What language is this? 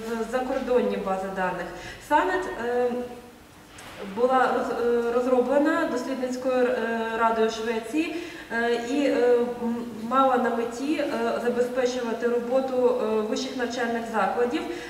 Ukrainian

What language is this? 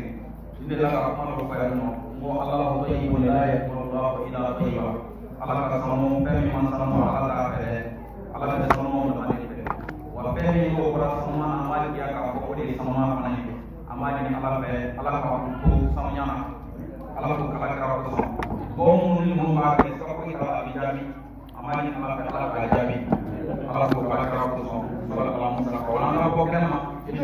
Bambara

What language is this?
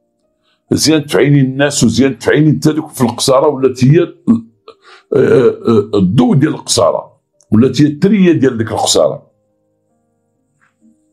Moroccan Arabic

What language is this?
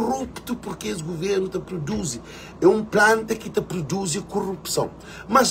Kabuverdianu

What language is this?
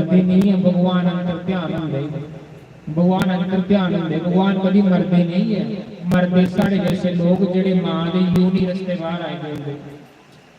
Dogri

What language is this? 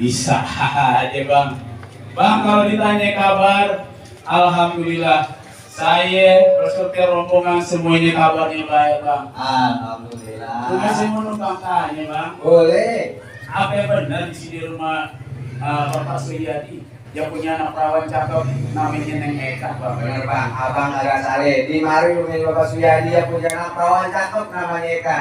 Betawi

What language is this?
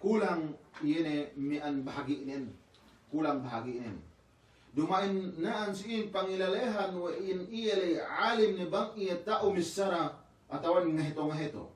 Yakan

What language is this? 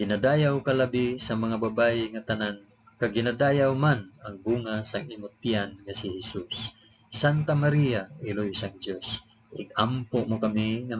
Hiligaynon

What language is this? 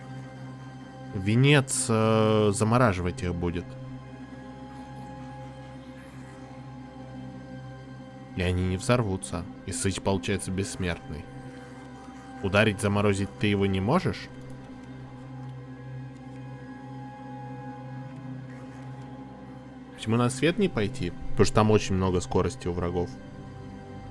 Russian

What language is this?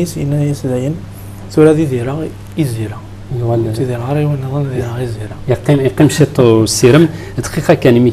Kabyle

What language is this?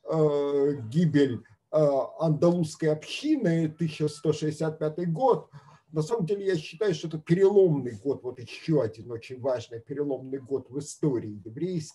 Russian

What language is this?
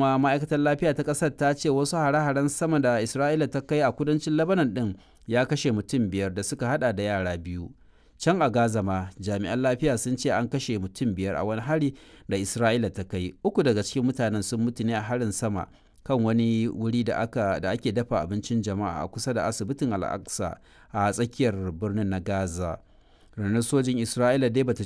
Hausa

